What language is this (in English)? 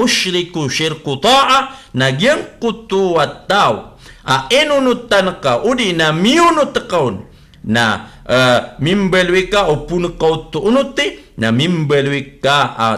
Maranao